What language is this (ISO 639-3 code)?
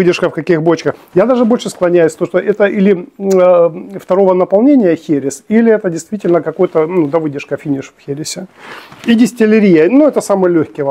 rus